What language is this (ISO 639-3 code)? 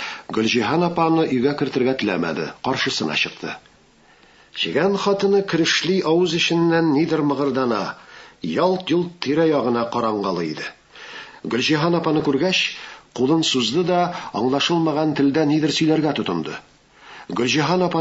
tat